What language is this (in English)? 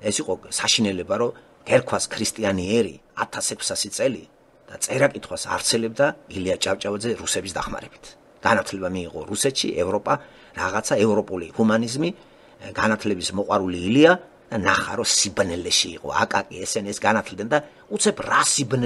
Georgian